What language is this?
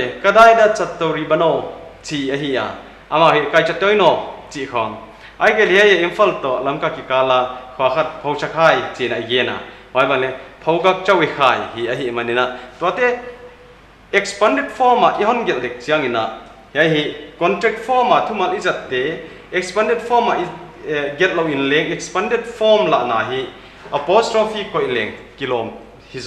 Paite Chin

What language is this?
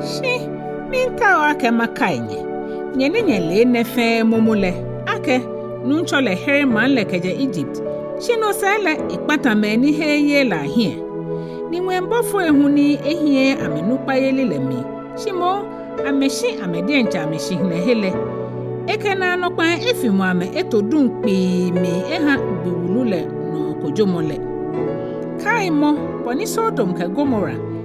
Ga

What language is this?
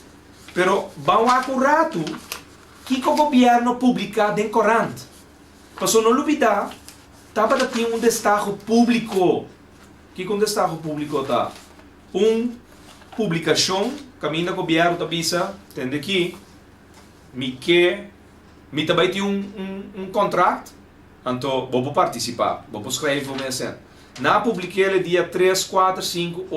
Papiamento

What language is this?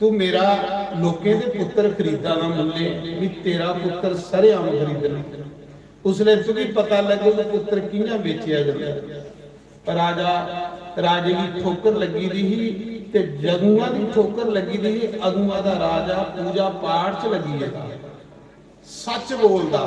Dogri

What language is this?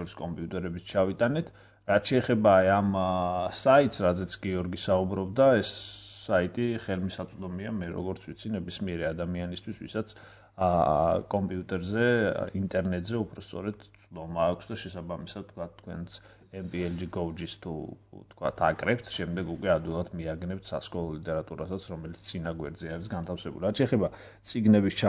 Georgian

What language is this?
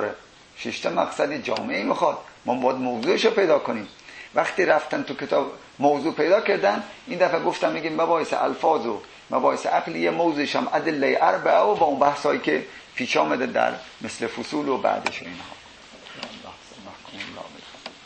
Persian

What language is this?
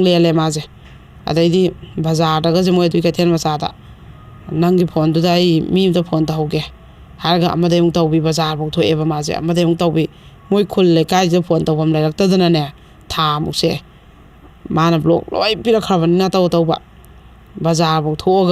Manipuri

